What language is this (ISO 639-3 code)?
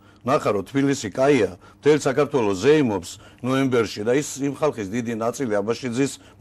kat